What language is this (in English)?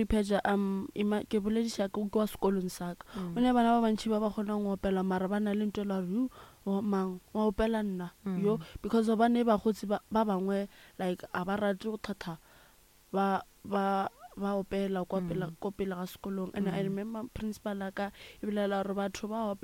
Northern Sotho